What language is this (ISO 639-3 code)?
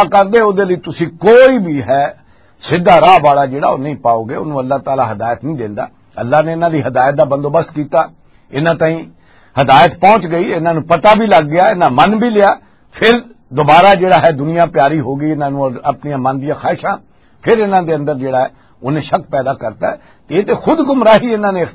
lah